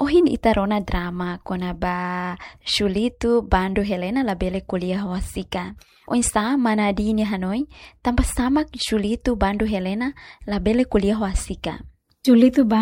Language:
Tetum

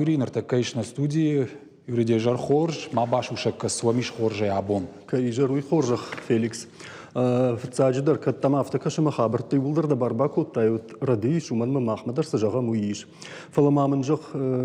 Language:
Ossetic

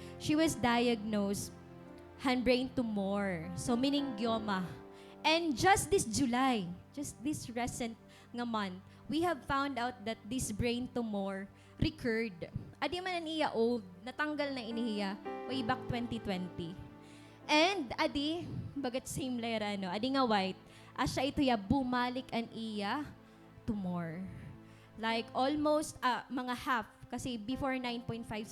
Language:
Waray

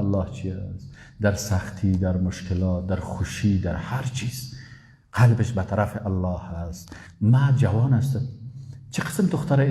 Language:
Persian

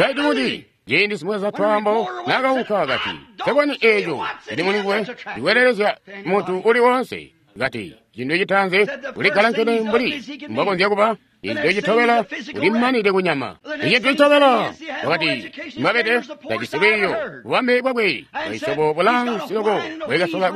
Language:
Tonga (Zambia)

